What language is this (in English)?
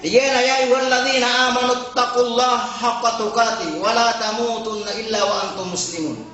Maranao